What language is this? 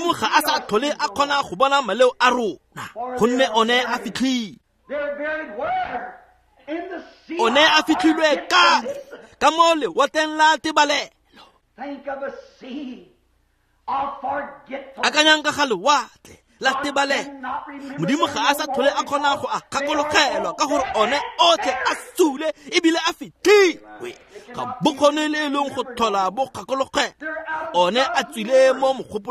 Tswana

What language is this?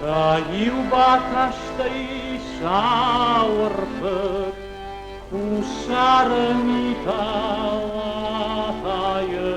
Ossetic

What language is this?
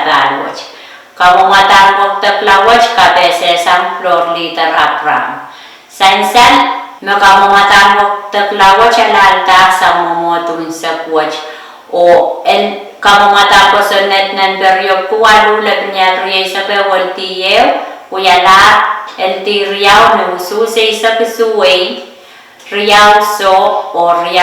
Pohnpeian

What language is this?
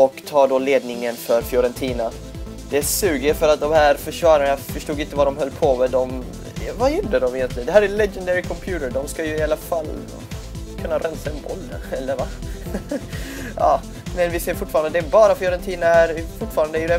Swedish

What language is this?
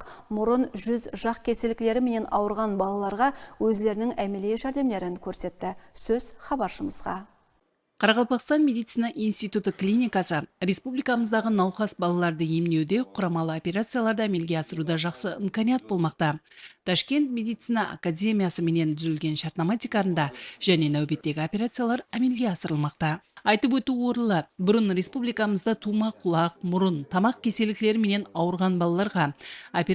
Kara-Kalpak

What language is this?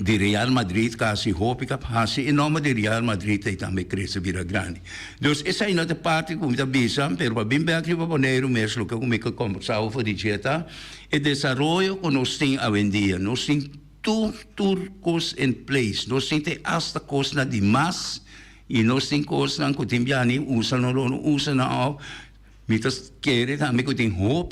Papiamento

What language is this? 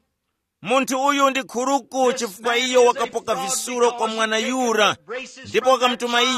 Tumbuka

